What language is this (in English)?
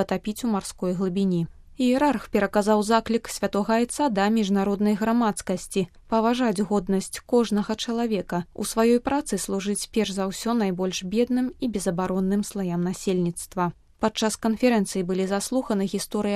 Belarusian